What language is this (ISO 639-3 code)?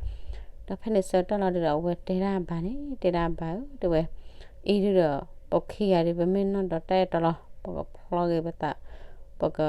ksw